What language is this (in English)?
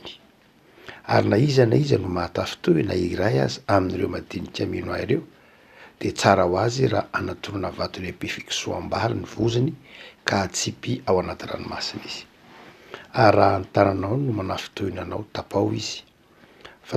Malagasy